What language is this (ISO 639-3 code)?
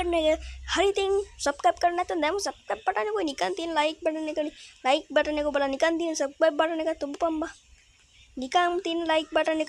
sin